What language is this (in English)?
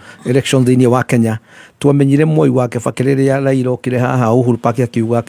Kikuyu